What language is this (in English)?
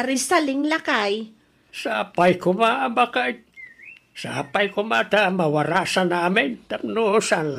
Iloko